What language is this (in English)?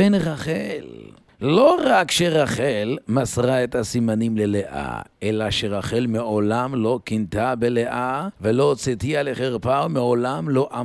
Hebrew